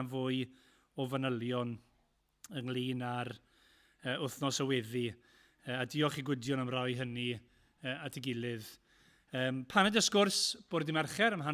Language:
Welsh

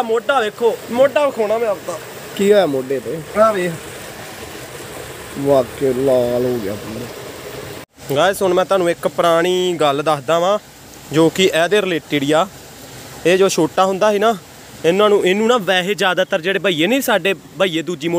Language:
Punjabi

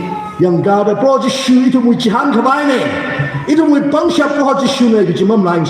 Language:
Tangkhul Naga (India)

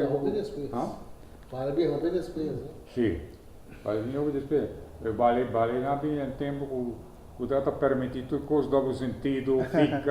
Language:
Papiamento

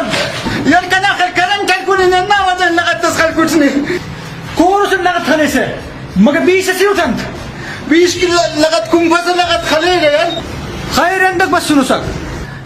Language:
Brahui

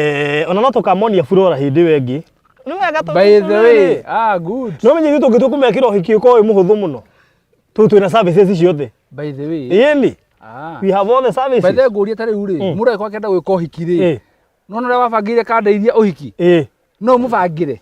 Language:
Kikuyu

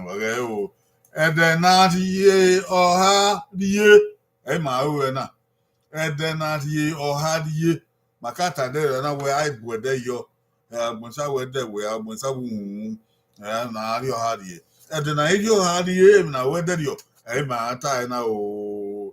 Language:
Bini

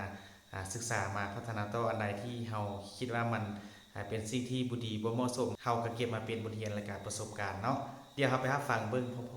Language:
Lao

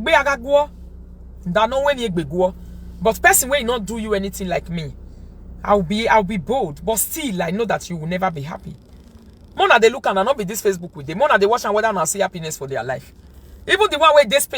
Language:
Nigerian Pidgin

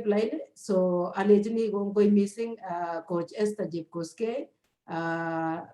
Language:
Kalenjin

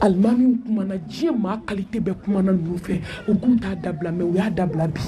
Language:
Bambara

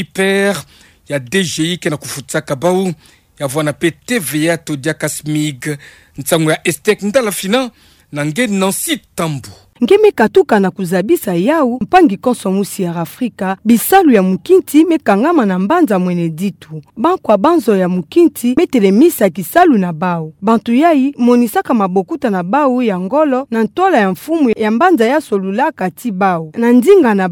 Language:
Kituba (Democratic Republic of Congo)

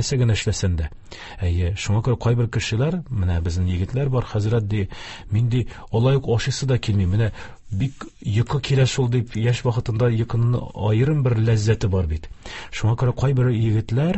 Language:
Tatar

